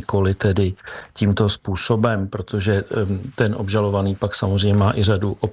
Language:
Czech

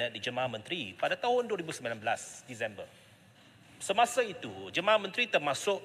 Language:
Malay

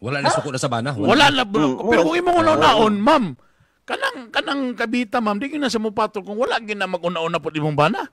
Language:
Cebuano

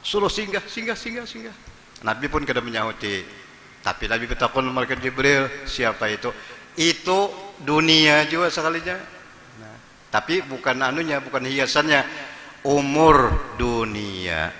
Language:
Banjar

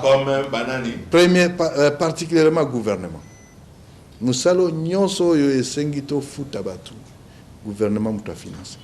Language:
Lingala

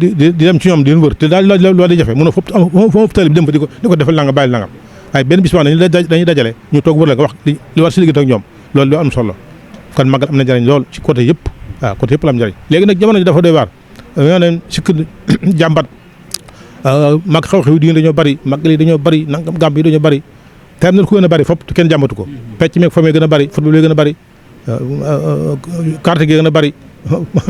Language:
Wolof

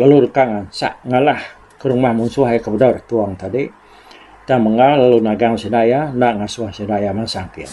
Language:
Iban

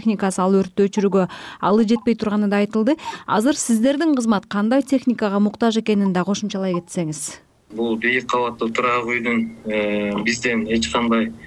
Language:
Kyrgyz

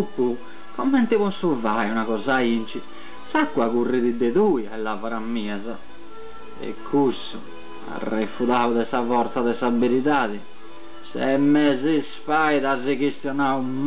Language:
Sardinian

